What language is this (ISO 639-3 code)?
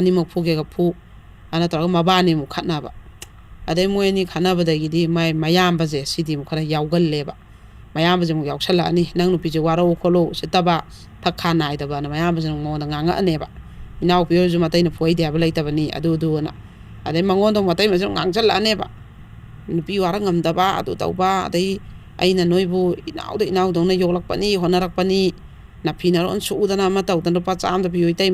mni